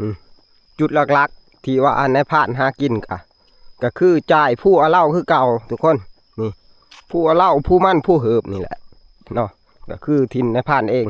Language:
Northeastern Thai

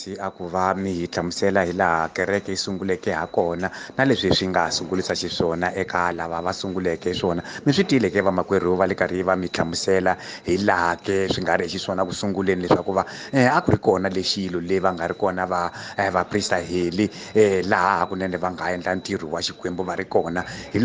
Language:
Tsonga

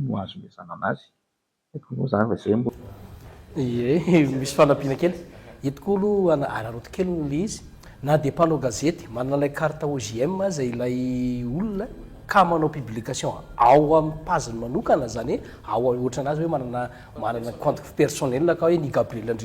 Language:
Malagasy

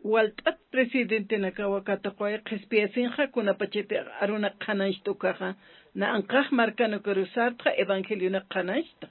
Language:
Aymara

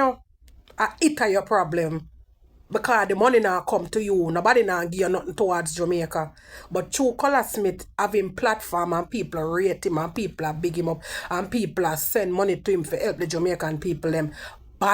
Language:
Jamaican Creole English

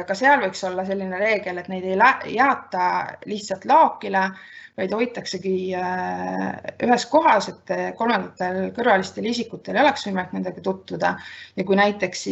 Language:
Estonian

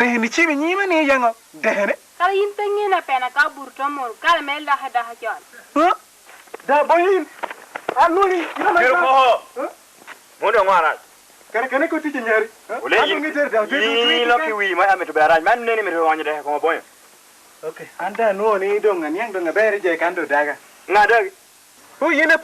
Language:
Lango (Uganda)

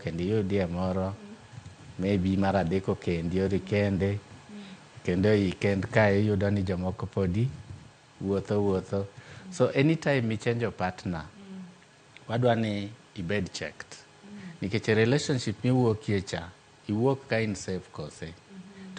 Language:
Luo (Kenya and Tanzania)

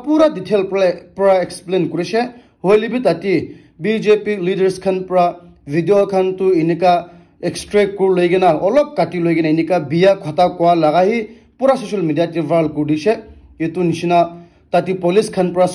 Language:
Naga Pidgin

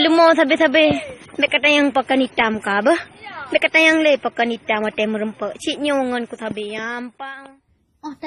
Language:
Achinese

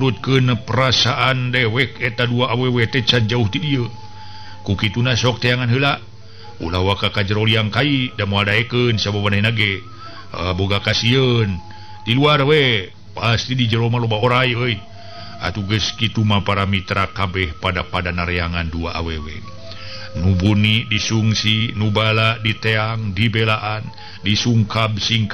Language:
Sundanese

